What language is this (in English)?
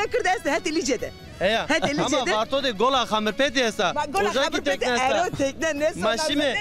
Zaza